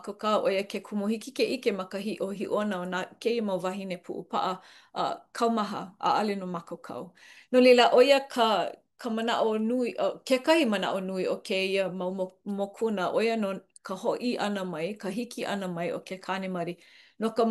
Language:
Hawaiian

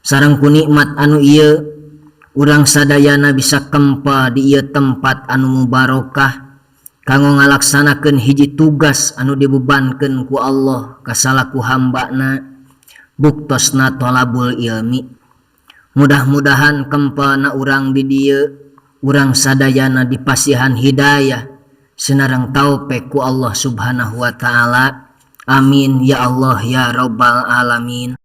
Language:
Sundanese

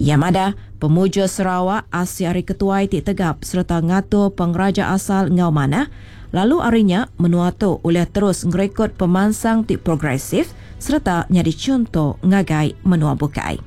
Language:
Iban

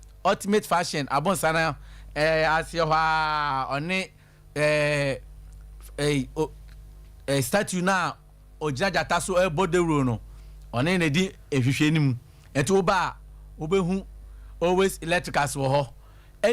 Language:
Akan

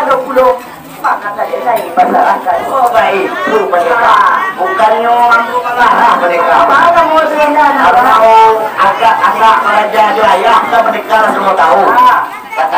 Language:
Minangkabau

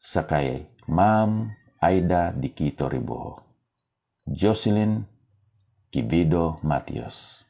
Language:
Hiligaynon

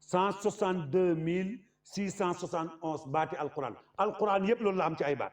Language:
Wolof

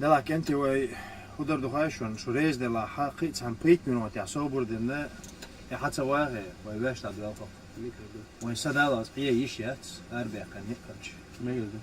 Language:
Chechen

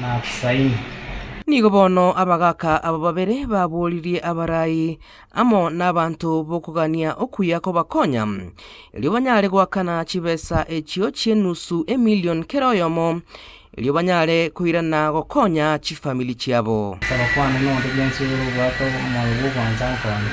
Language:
Gusii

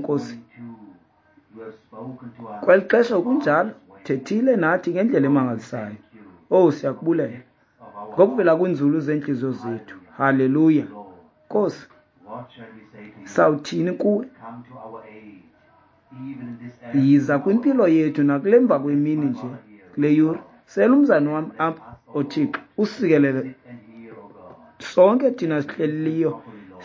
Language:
Xhosa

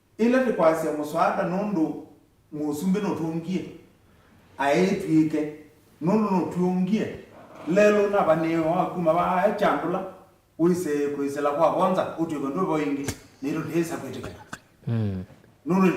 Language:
Kamba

